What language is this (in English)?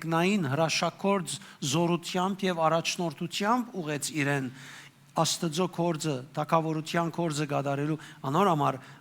Western Armenian